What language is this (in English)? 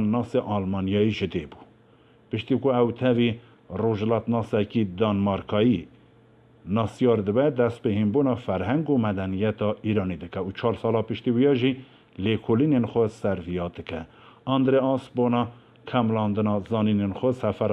Kurdish